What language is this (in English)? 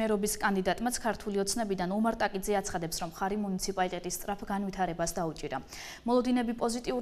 Georgian